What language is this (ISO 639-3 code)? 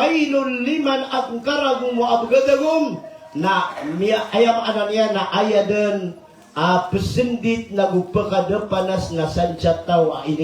mrw